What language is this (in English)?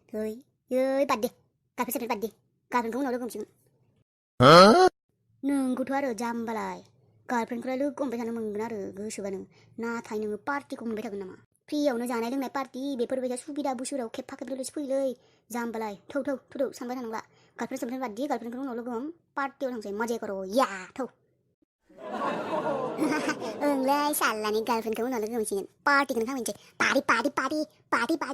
Bodo